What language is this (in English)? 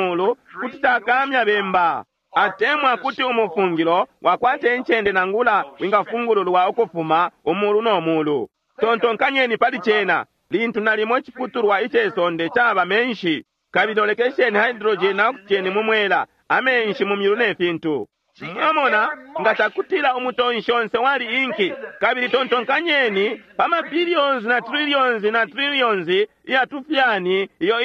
Bemba